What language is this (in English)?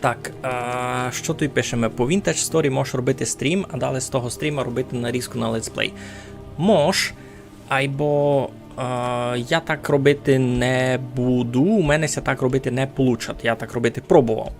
Rusyn